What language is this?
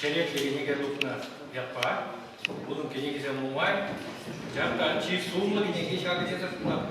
Chuvash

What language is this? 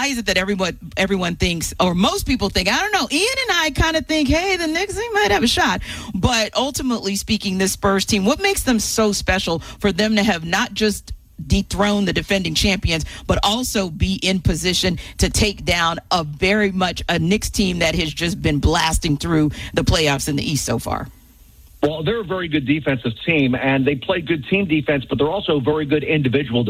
English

